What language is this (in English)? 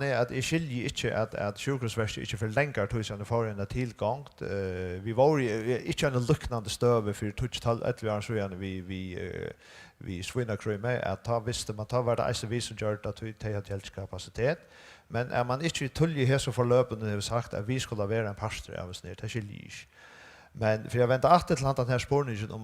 Faroese